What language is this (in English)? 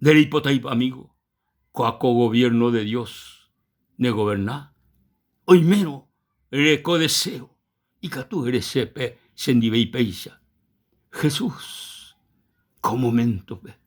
Guarani